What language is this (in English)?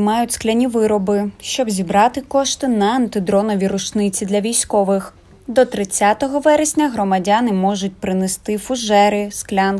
Ukrainian